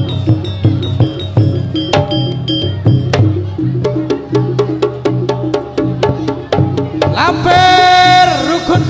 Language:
Indonesian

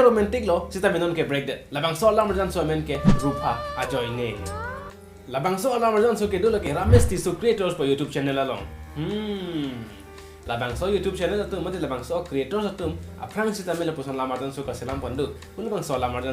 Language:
Karbi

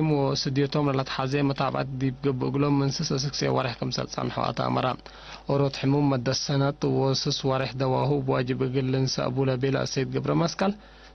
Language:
Tigre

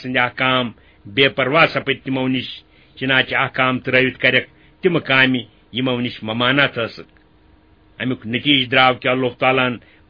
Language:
Kashmiri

